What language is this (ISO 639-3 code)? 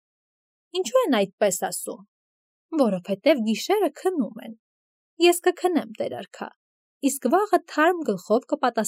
hye